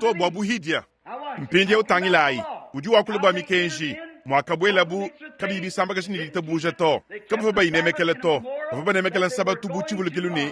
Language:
Luba-Lulua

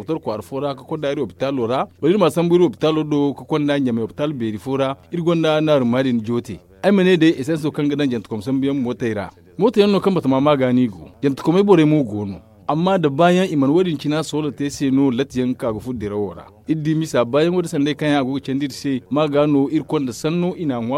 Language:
Zarma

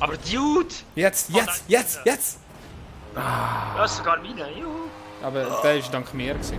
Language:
Swiss German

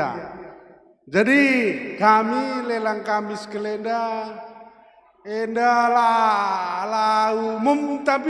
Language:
Batak Karo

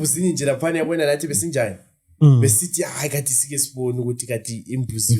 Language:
Zulu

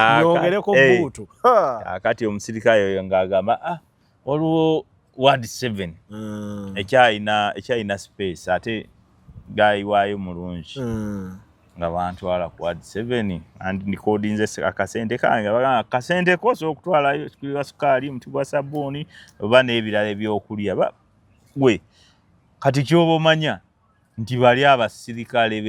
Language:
Ganda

